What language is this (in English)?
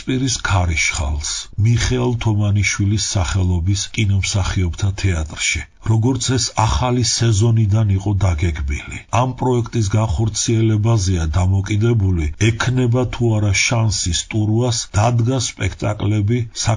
Georgian